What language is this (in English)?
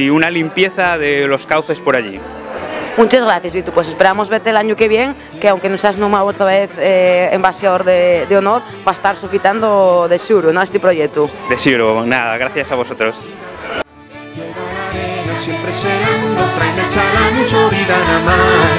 Asturian